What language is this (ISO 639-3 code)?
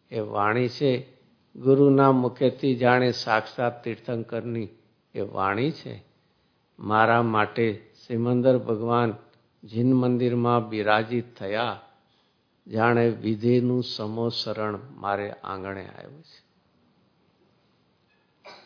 guj